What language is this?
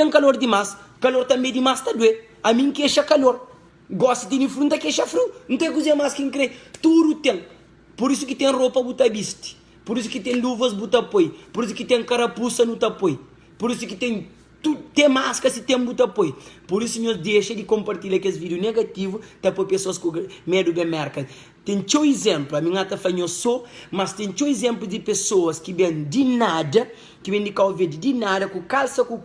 Kabuverdianu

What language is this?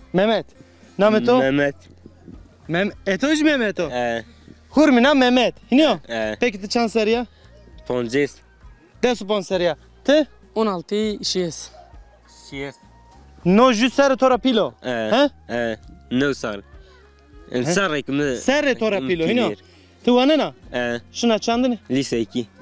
Zaza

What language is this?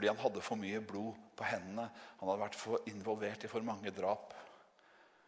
Norwegian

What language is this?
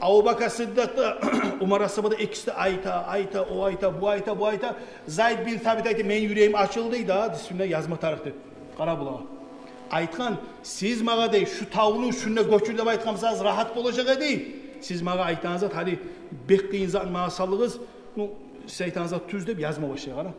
Kumyk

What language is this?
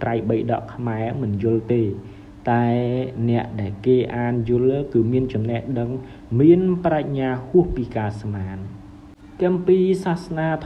Khmer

